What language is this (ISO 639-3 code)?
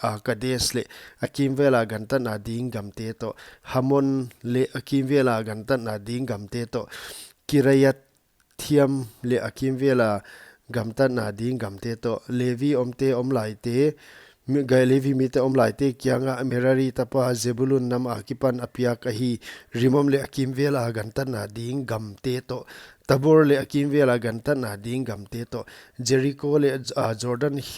pck